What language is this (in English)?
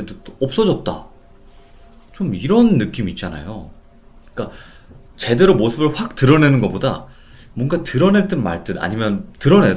Korean